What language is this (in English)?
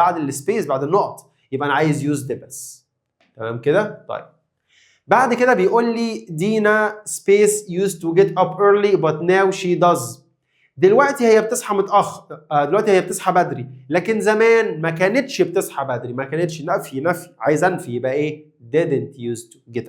Egyptian Arabic